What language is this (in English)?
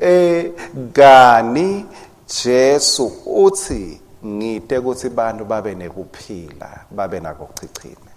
Swati